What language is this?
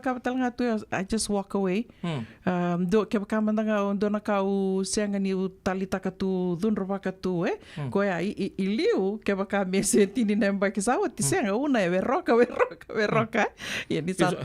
Fijian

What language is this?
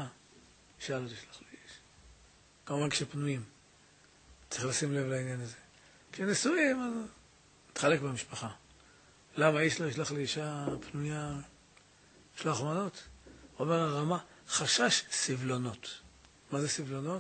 Hebrew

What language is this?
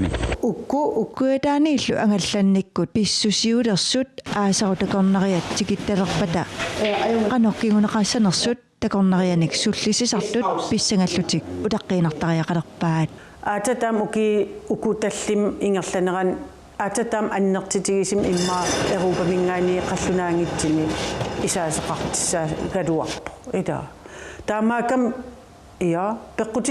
Kalaallisut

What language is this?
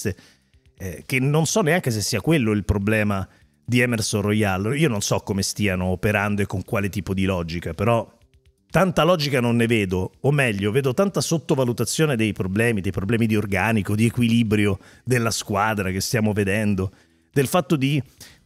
Italian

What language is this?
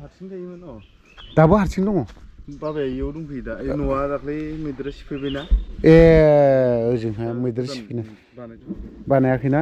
Bodo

